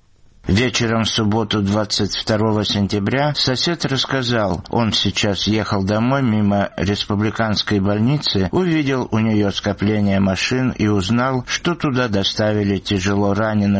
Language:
Russian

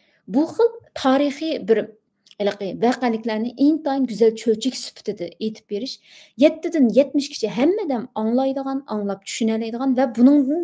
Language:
Uyghur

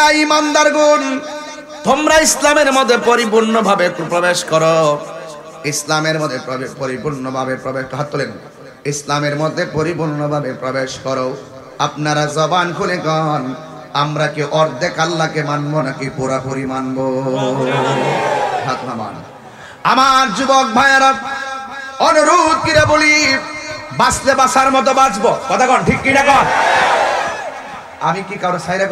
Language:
Bangla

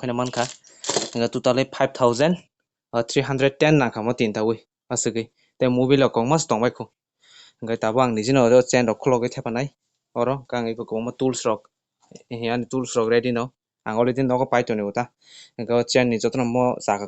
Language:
Kok Borok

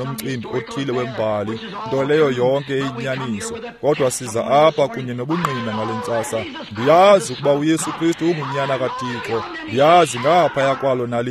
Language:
Xhosa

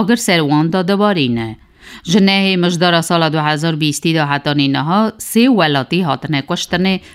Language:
Kurdish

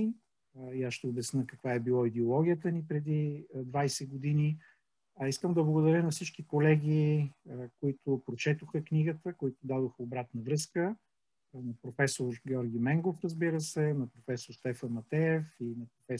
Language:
Bulgarian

